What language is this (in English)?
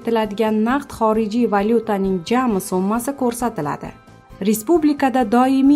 Uzbek